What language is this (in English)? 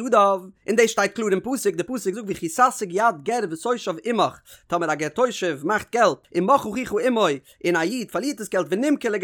Yiddish